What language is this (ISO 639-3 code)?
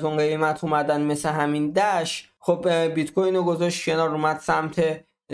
fas